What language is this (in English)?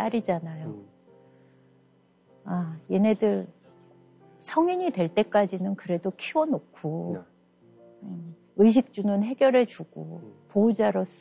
Korean